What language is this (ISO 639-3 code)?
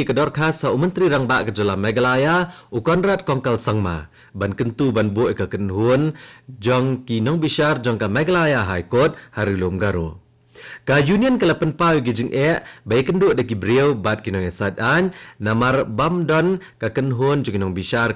kha